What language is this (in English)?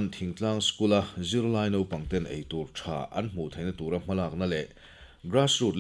Mizo